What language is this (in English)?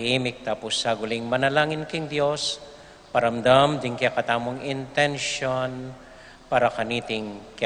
Pampanga